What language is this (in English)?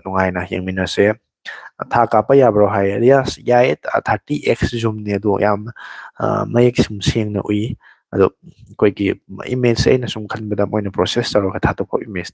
Manipuri